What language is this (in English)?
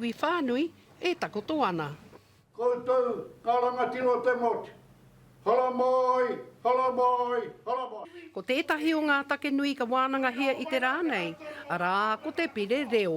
Māori